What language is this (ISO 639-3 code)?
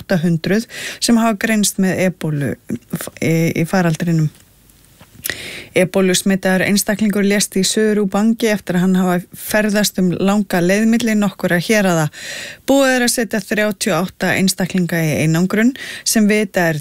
isl